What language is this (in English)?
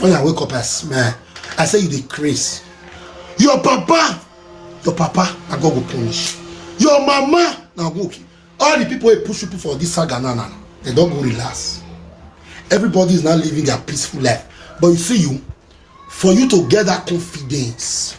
Nigerian Pidgin